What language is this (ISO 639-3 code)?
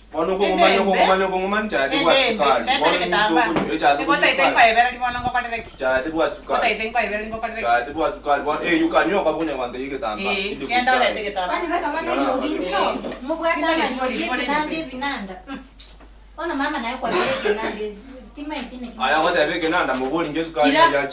guz